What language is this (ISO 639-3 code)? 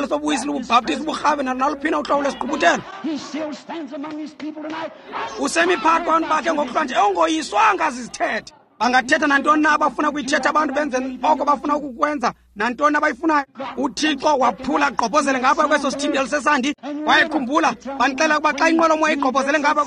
xho